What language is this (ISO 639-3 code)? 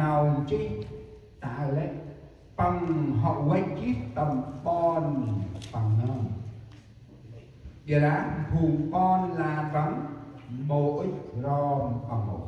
cmo